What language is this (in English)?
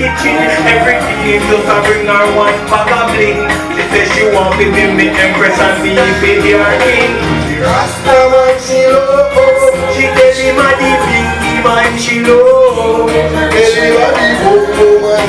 Jamaican Creole English